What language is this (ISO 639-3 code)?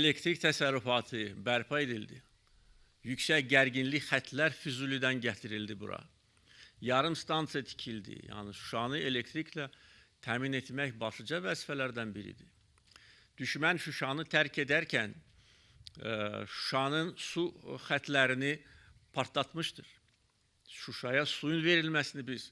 aze